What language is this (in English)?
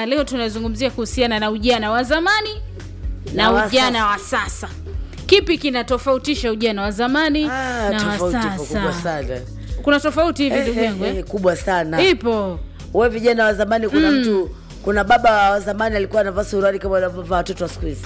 Swahili